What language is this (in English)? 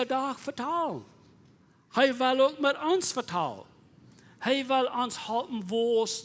Plautdietsch